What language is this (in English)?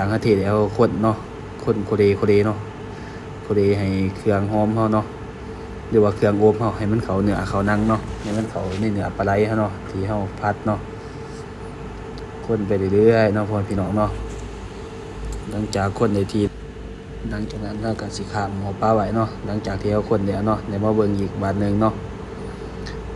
Lao